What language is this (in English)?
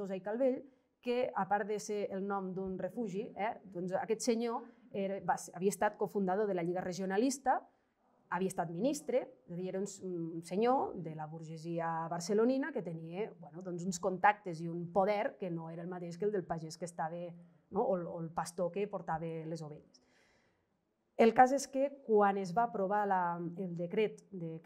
Catalan